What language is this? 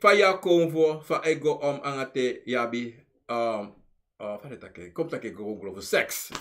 Sranan Tongo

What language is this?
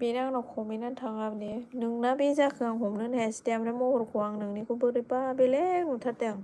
Bodo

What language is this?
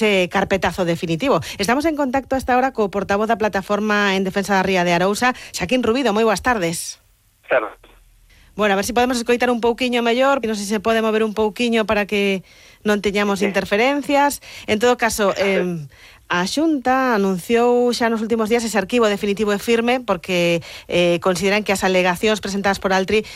Galician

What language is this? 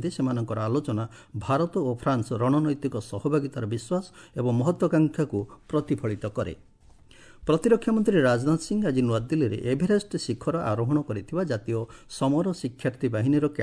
Odia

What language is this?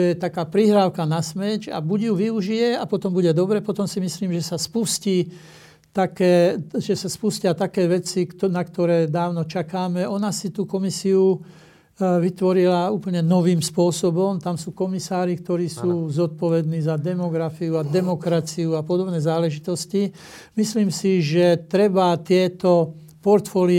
Slovak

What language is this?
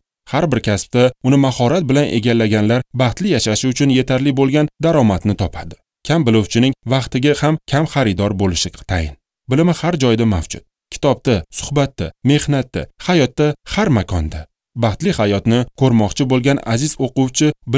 Uzbek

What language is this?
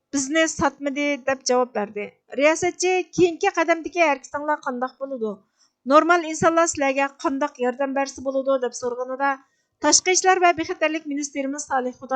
Uyghur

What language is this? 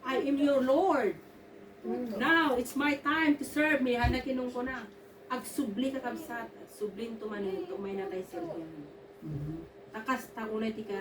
Iloko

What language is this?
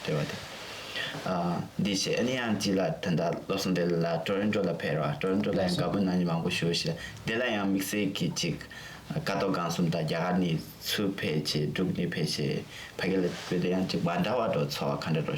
Tibetan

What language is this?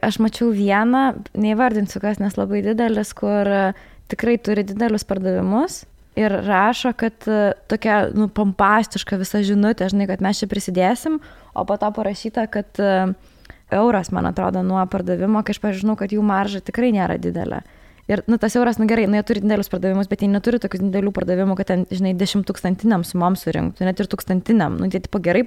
Lithuanian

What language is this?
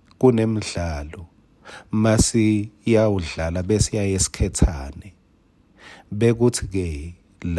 Swati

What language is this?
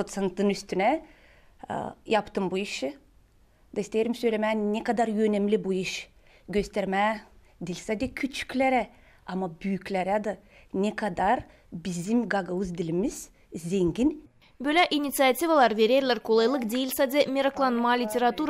Gagauz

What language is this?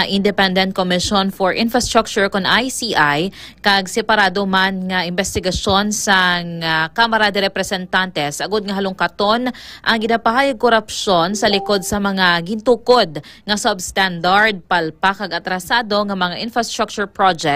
Hiligaynon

